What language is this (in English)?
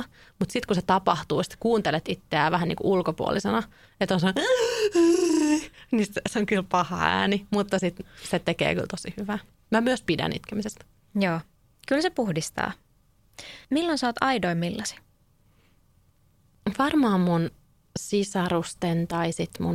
Finnish